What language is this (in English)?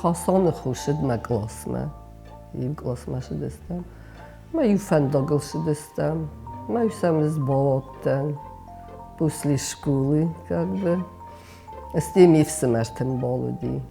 Ossetic